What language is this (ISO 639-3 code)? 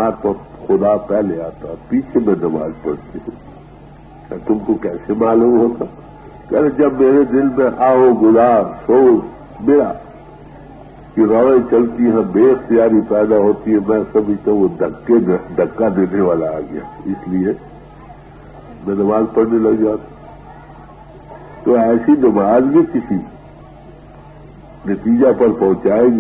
urd